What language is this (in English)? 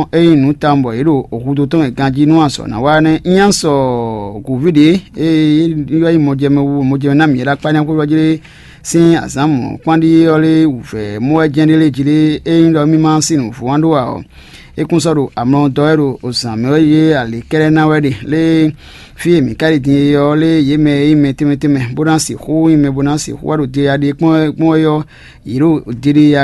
Fon